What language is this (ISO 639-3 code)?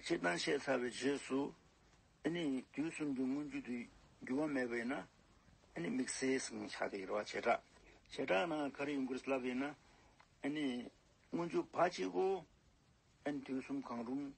bod